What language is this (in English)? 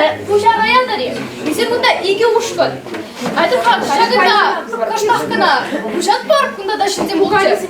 Chuvash